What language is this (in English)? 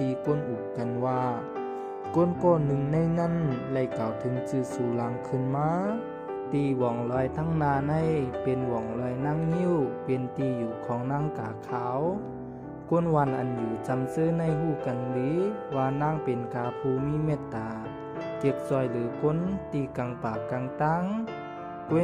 Shan